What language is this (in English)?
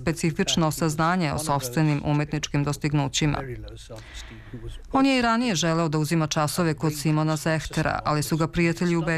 Serbian